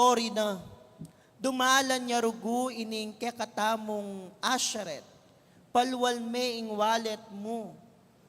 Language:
Pampanga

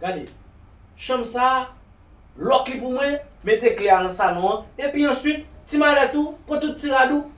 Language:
Haitian Creole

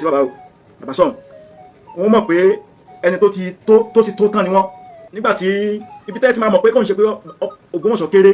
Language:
Yoruba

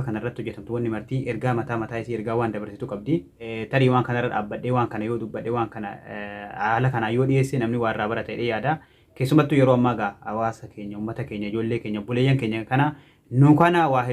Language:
Oromo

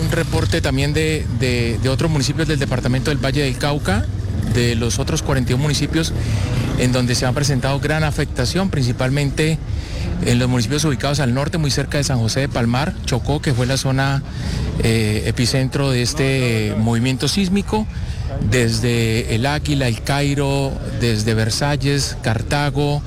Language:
Spanish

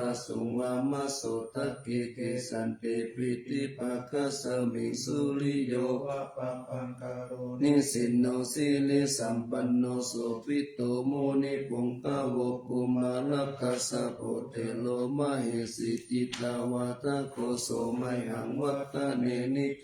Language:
Pali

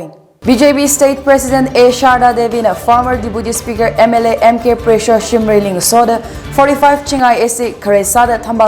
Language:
Tangkhul Naga (India)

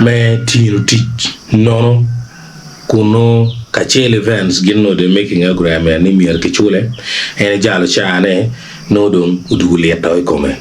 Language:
Acoli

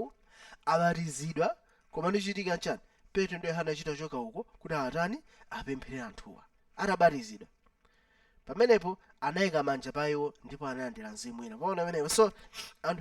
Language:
Nyanja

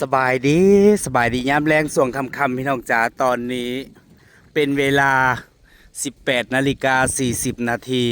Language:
Northeastern Thai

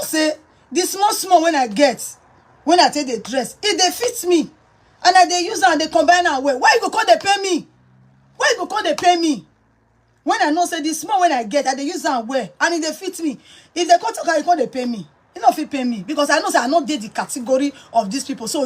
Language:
Nigerian Pidgin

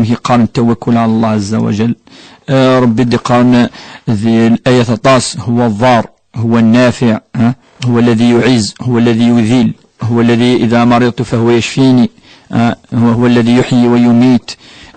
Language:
Kabyle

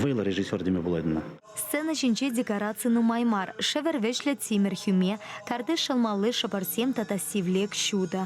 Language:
Chuvash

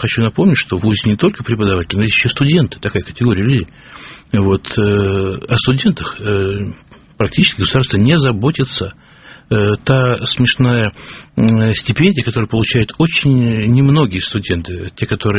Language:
Russian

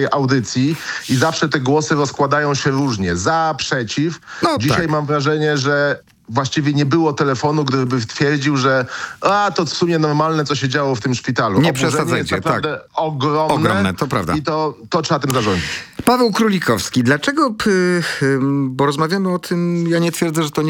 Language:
Polish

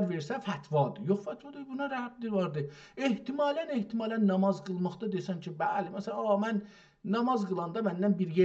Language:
South Azerbaijani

